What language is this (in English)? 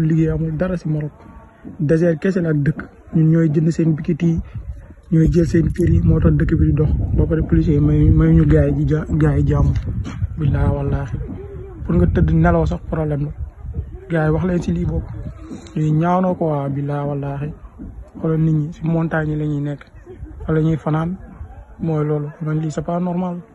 Wolof